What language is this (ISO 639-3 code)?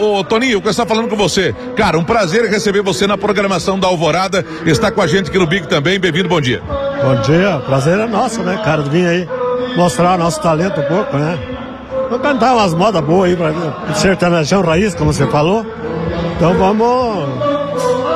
por